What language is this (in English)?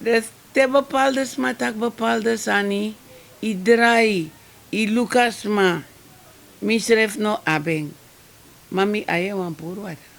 Sranan Tongo